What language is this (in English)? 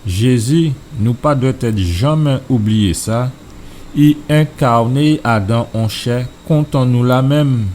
Guadeloupean Creole French